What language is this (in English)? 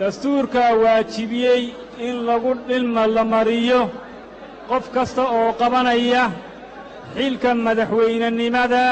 Somali